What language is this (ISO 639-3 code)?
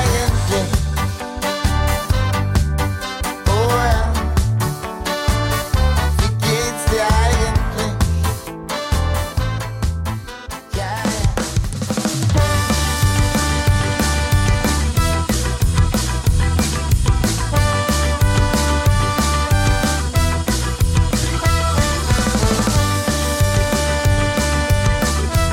deu